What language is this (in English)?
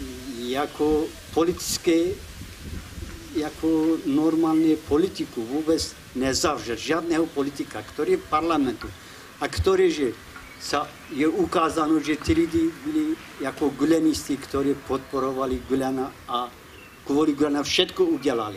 Czech